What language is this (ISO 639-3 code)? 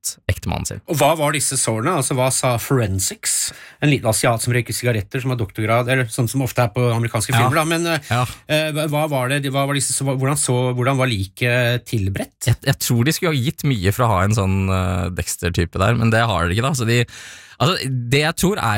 nor